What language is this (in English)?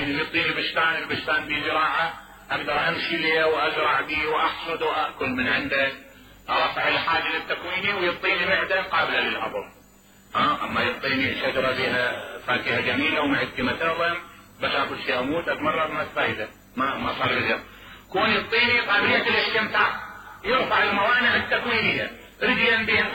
Mesopotamian Arabic